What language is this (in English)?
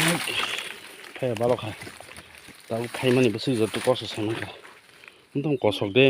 Kok Borok